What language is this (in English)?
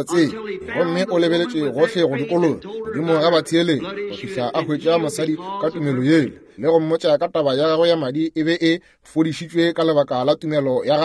Northern Sotho